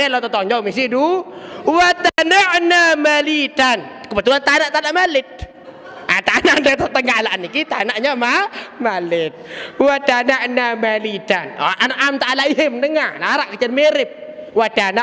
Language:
Sasak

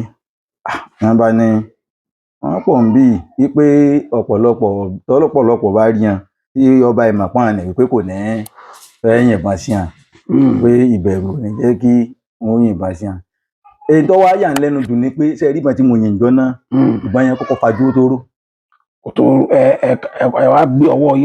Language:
Yoruba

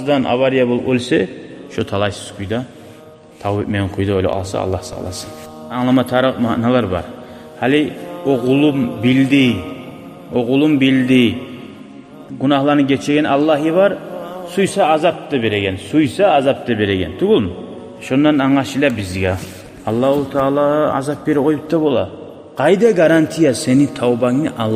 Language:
Kumyk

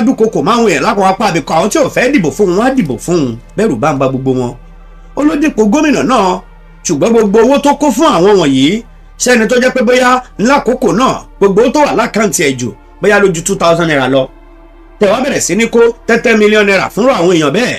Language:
Yoruba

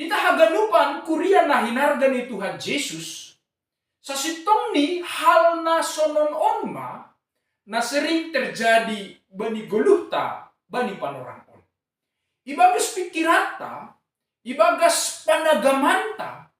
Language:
Batak Simalungun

